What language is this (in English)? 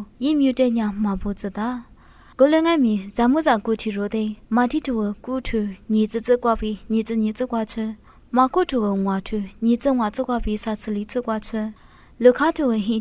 Lisu